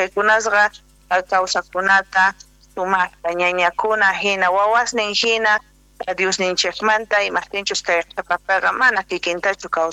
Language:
Quechua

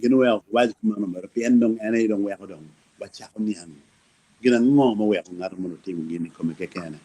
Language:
Acoli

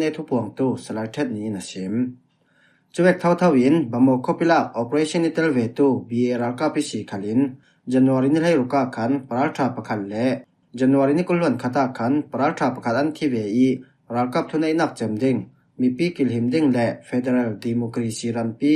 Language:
Falam Chin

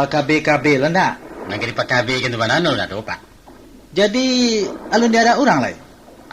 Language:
Minangkabau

